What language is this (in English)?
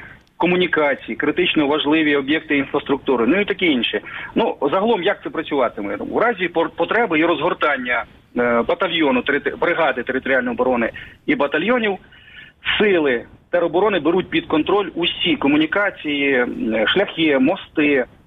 Ukrainian